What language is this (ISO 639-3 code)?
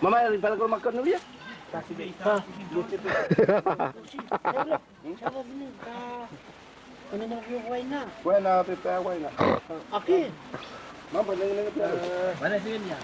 dhv